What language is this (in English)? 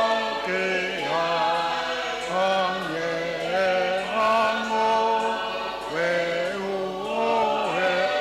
Tongan